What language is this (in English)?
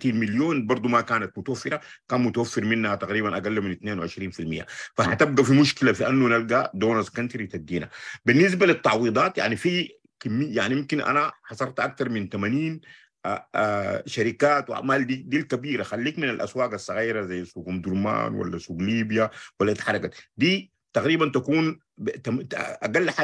Sudanese Arabic